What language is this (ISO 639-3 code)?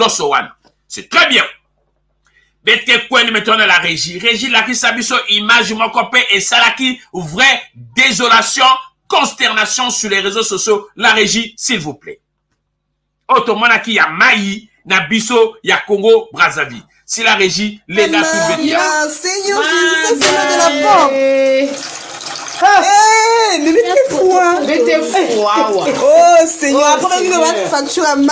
fra